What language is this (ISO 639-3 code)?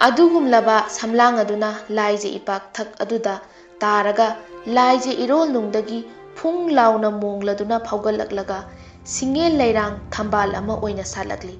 mni